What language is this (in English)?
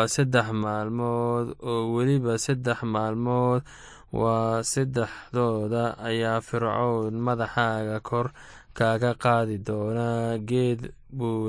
Somali